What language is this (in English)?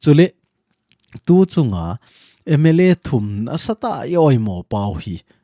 Thado Chin